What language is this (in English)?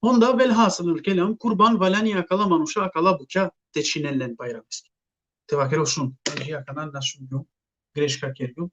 Balkan Romani